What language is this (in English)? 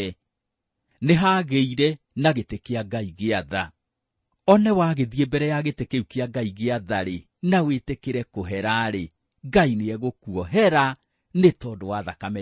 Kikuyu